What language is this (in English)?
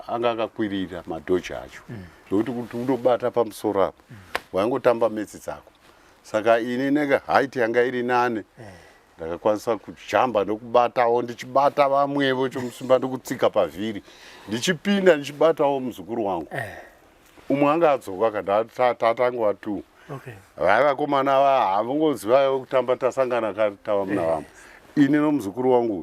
Shona